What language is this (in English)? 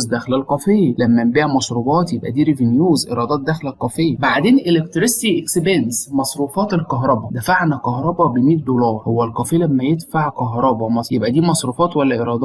Egyptian Arabic